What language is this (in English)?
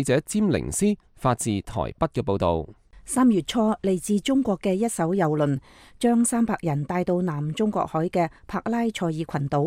Cantonese